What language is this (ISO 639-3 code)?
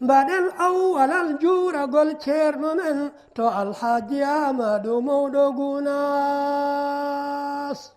ful